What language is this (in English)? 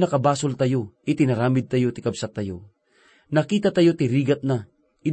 Iloko